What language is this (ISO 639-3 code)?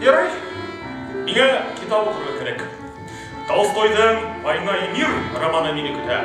bak